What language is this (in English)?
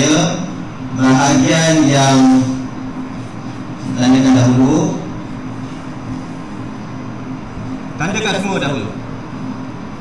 Malay